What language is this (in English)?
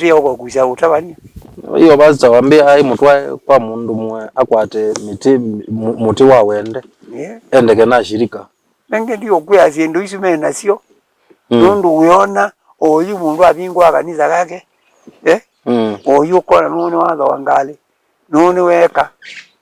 Kamba